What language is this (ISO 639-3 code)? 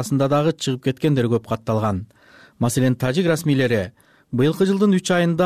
kir